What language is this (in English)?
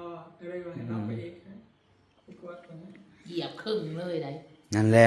Northeastern Thai